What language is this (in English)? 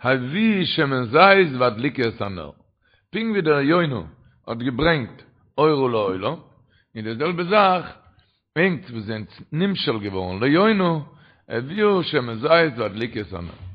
Yiddish